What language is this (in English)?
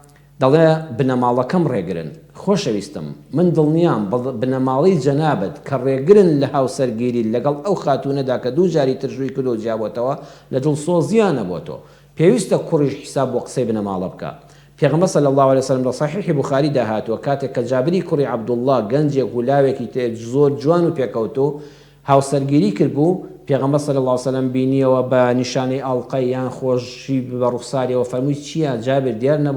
Central Kurdish